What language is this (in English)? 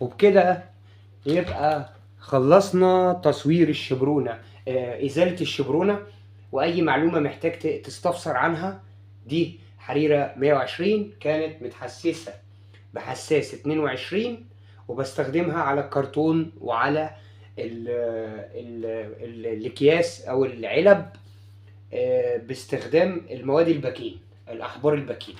Egyptian Arabic